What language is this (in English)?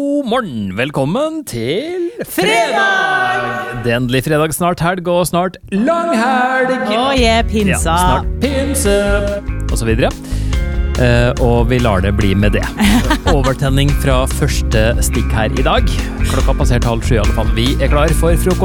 Norwegian